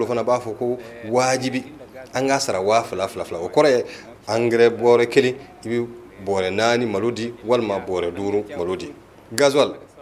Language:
Bambara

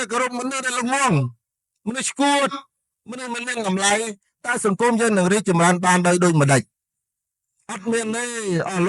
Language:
Khmer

